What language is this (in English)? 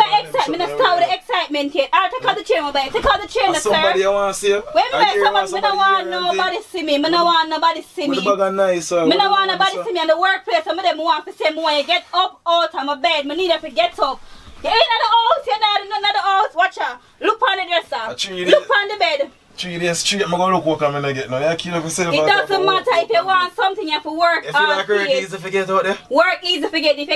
Jamaican Creole English